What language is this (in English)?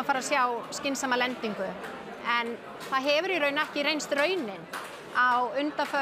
Icelandic